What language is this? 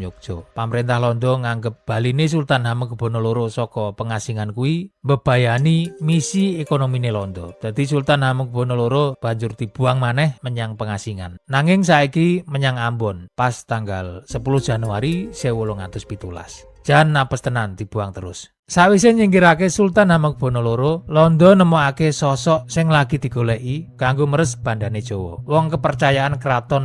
Javanese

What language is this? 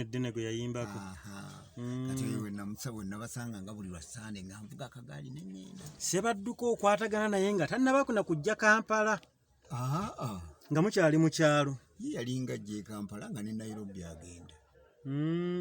Ganda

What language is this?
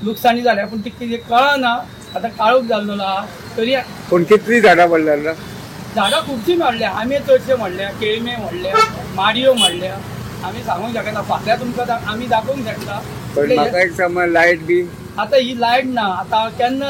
Konkani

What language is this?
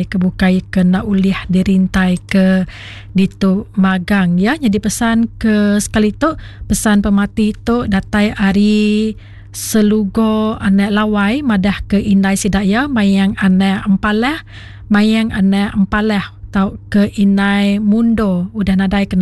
Iban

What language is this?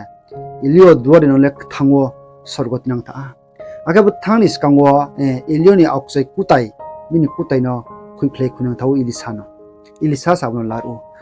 Riang (India)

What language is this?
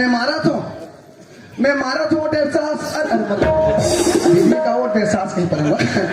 Chhattisgarhi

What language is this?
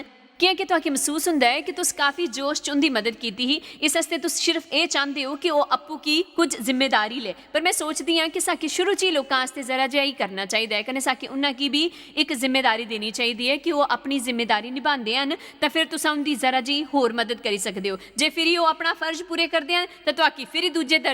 Dogri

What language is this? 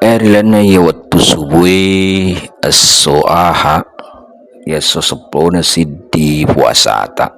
Buginese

